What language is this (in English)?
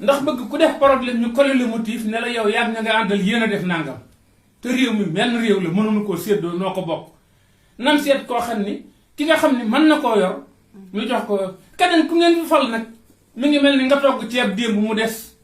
Wolof